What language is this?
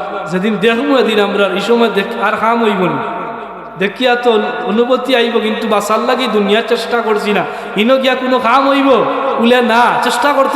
Sylheti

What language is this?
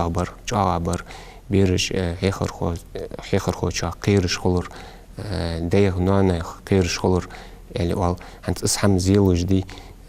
Ingush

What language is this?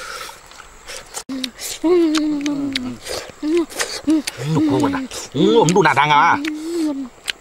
Vietnamese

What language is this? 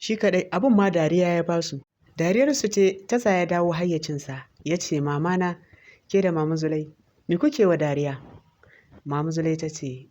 Hausa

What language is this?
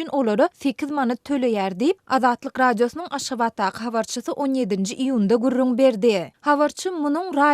Turkmen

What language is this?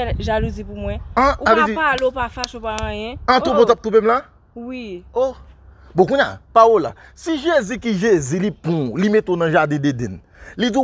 Haitian Creole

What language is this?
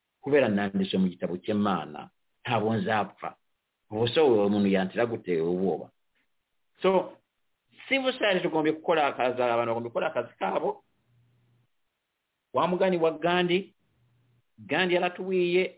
Kinyarwanda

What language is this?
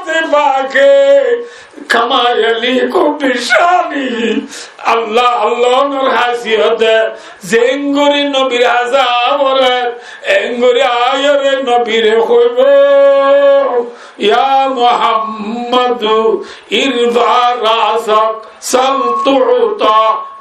Rohingya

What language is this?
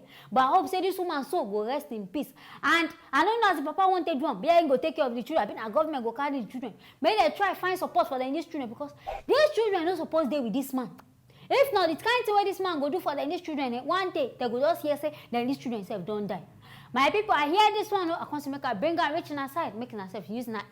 Nigerian Pidgin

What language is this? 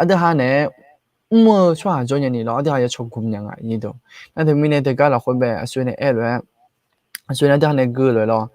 Akha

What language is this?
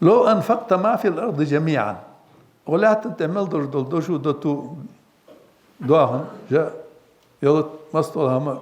Ingush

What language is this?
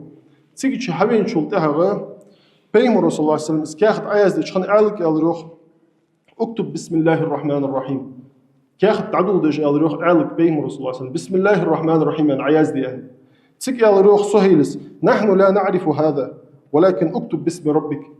Ingush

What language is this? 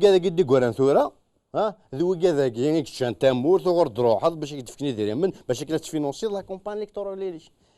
Kabyle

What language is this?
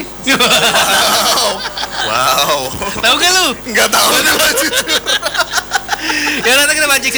Indonesian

